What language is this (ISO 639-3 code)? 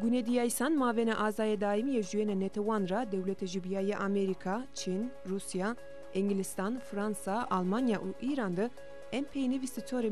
zza